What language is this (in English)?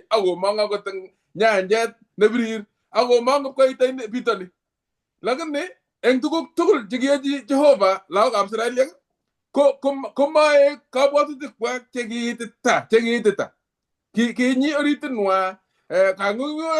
Kalenjin